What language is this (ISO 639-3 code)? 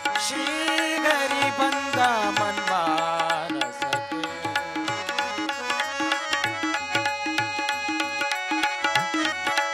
kan